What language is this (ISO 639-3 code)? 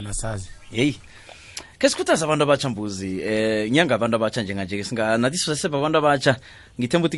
nbl